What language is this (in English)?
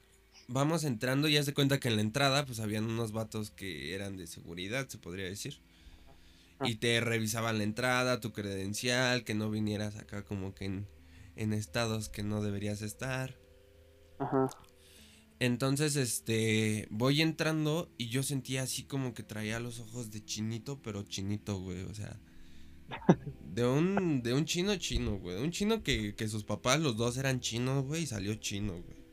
Spanish